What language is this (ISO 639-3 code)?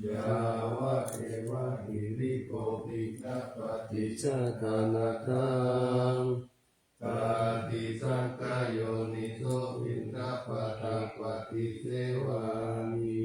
pli